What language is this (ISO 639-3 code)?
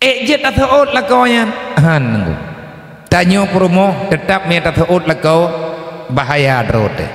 ace